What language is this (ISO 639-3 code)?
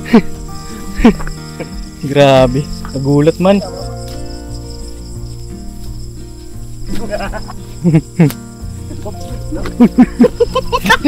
fil